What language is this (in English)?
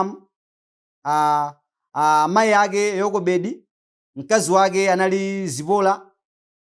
Nyanja